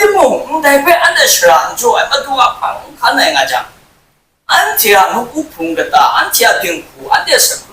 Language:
Kachin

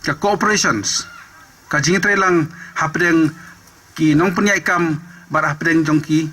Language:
Khasi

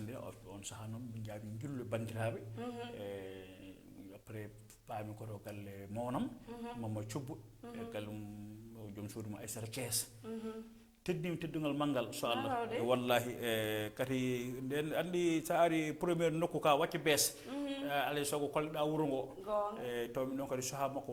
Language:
Fula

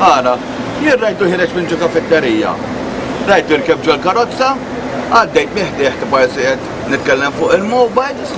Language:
Maltese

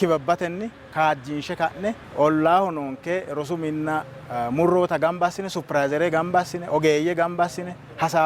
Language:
Sidamo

